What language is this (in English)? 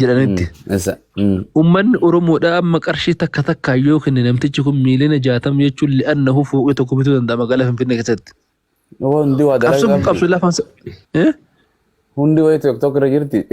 Oromo